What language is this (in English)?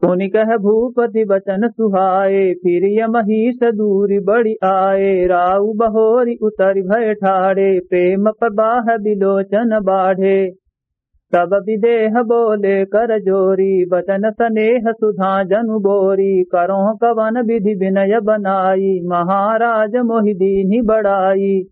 Awadhi